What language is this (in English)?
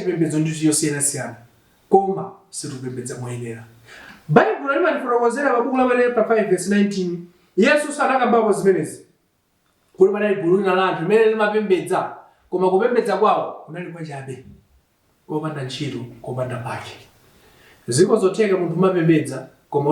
Nyanja